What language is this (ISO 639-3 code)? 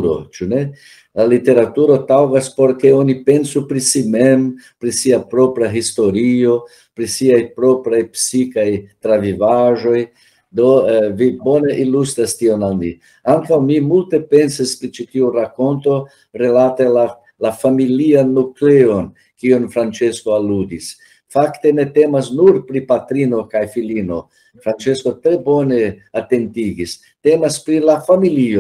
epo